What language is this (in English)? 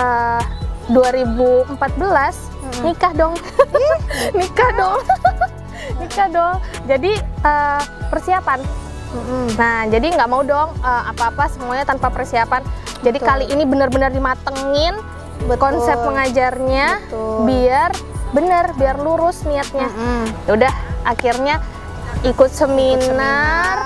Indonesian